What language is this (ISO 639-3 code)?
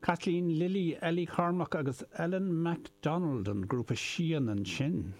gle